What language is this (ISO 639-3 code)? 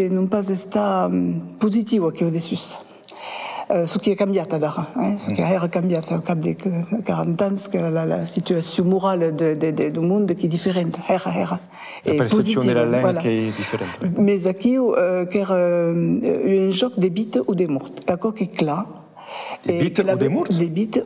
oci